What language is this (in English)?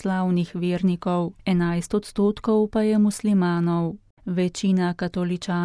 Slovenian